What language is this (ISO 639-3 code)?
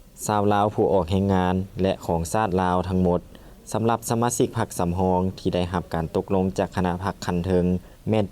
lao